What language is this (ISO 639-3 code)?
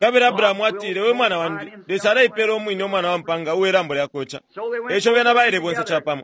bem